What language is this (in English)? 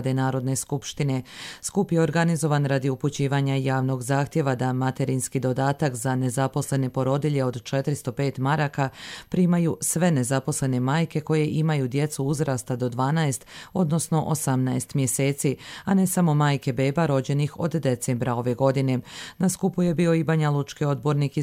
Bosnian